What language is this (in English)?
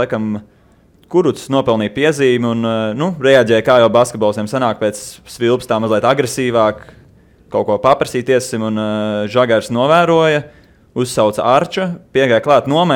Latvian